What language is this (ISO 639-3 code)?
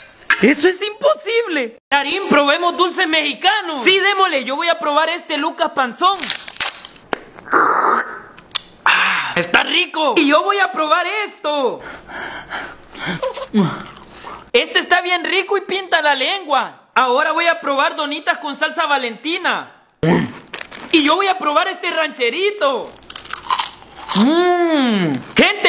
spa